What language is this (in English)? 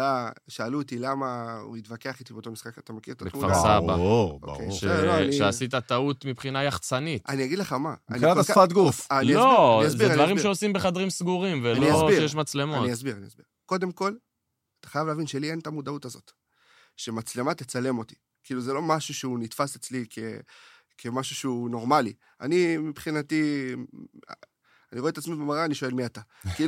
Hebrew